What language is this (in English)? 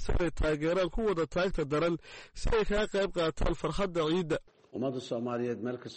Somali